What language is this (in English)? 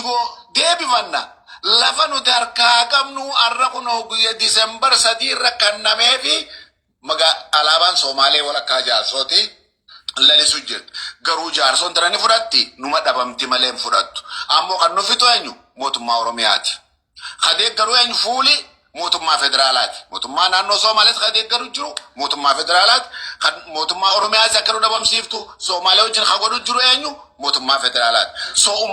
Oromo